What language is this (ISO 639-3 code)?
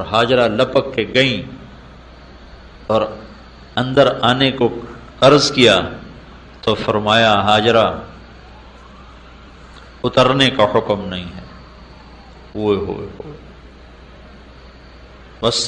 urd